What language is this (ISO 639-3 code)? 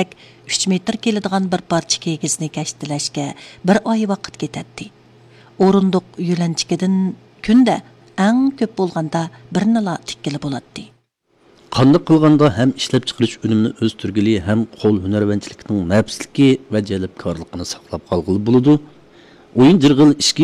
uig